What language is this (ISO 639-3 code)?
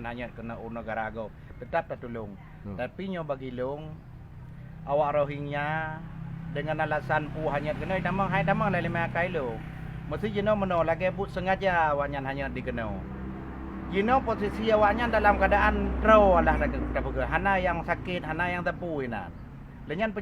ace